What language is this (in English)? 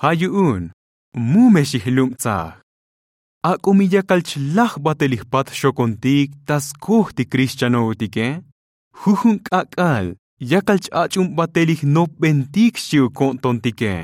Tzotzil